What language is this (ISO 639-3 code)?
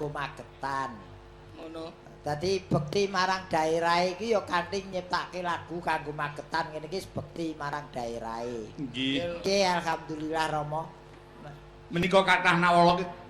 jav